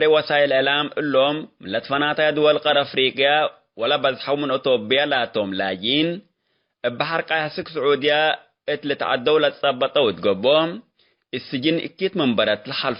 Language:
Tigre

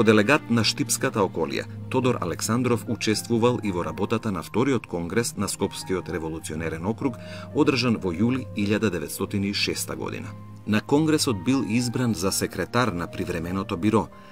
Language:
Macedonian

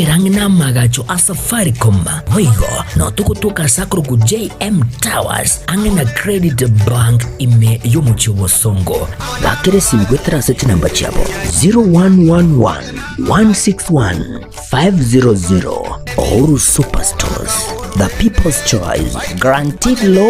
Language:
Gusii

